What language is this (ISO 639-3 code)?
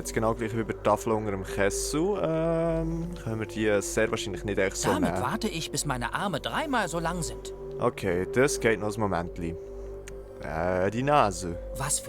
gsw